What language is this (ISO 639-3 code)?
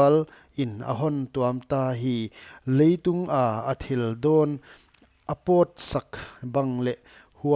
pck